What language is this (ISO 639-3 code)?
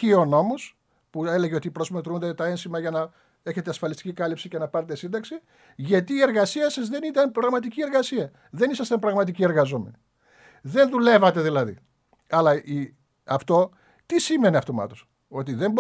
ell